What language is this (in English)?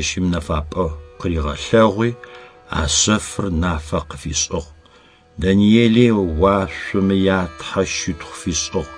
Adyghe